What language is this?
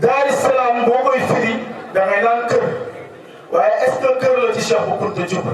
Wolof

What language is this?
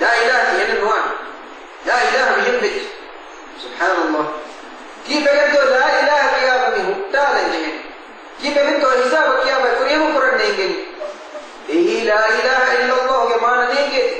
Divehi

